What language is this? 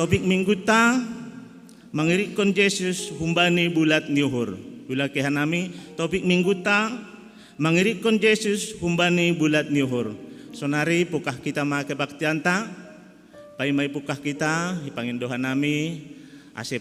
Batak Simalungun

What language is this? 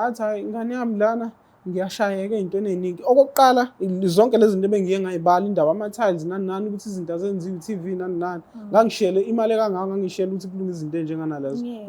Zulu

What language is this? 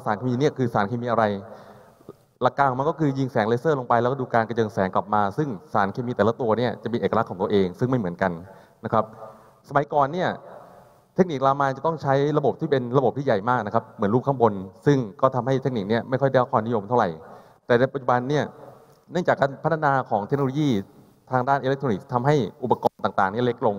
Thai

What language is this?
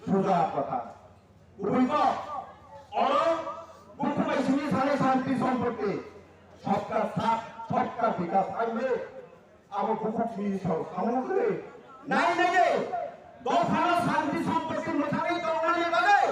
Kok Borok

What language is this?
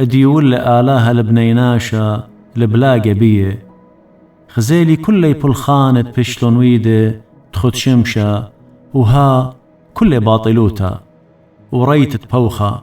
Assyrian Neo-Aramaic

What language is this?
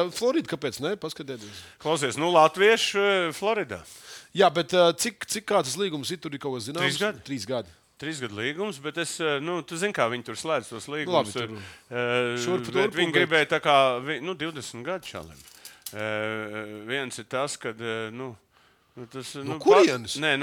Latvian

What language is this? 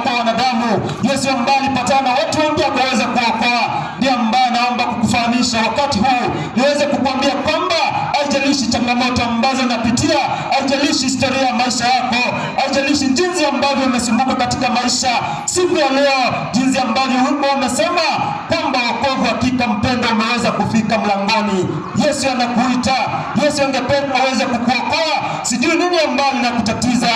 Swahili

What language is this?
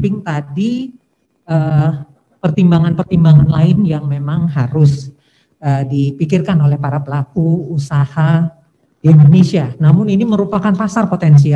Indonesian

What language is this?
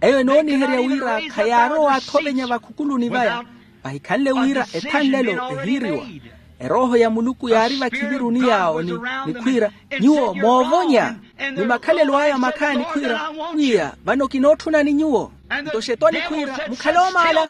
Makhuwa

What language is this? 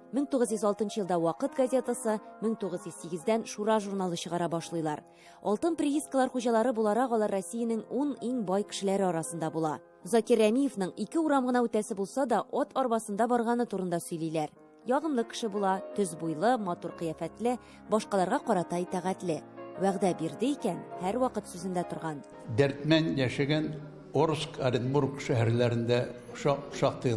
Tatar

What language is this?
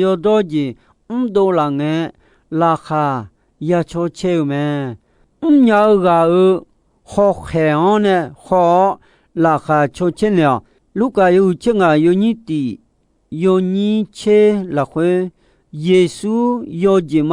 Akha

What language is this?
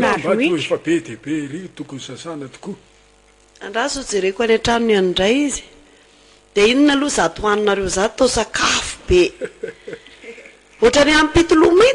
Malagasy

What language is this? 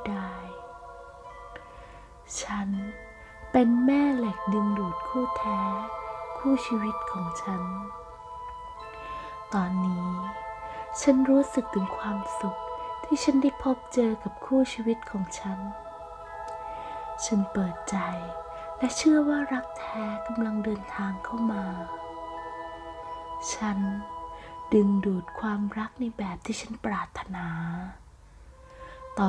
Thai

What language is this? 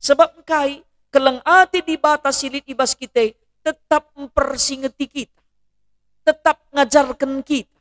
Batak Karo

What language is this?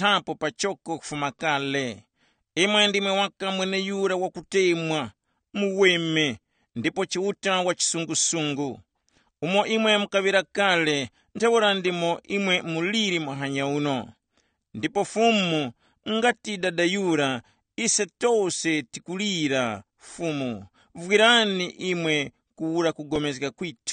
Tumbuka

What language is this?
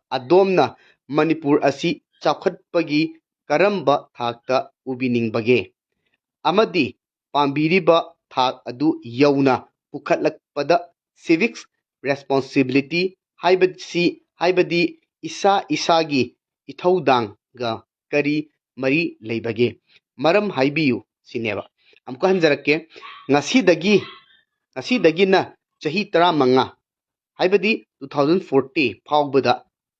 Manipuri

